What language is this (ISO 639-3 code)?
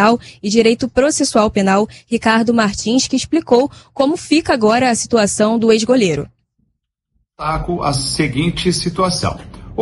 por